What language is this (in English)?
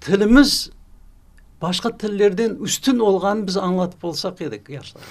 Crimean Tatar